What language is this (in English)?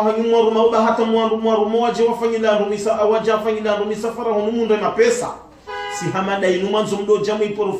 Ngazidja Comorian